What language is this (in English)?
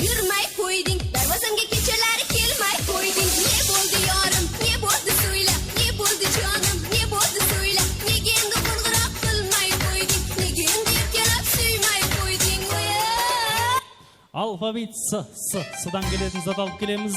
Kara-Kalpak